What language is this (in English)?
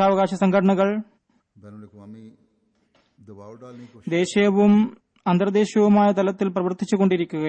Malayalam